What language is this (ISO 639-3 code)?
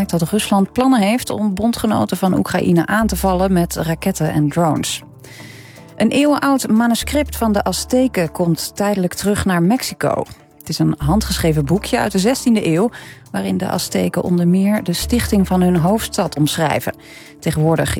nld